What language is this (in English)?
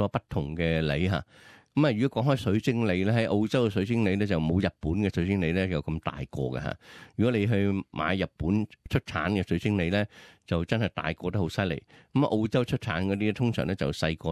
Cantonese